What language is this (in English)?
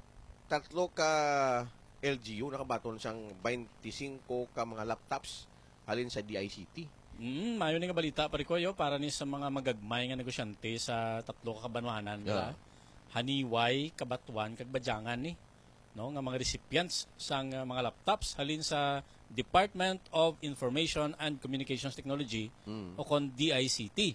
Hiligaynon